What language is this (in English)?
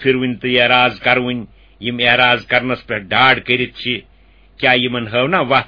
Kashmiri